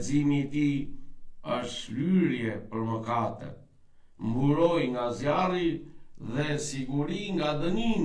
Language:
Albanian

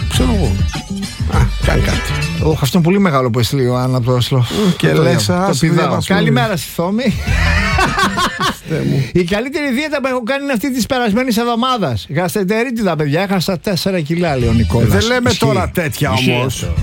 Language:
Greek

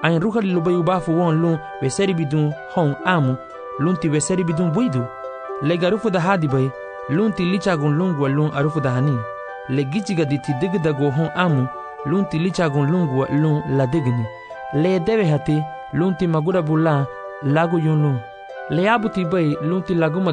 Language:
Garifuna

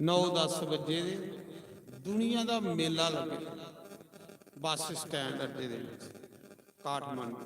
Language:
Dogri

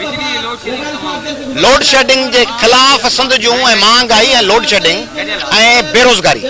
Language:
Sindhi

